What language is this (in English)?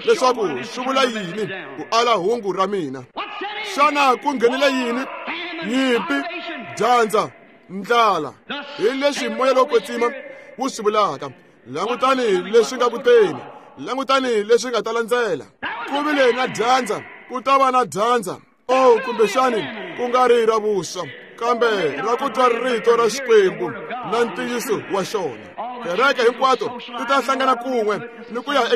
Tsonga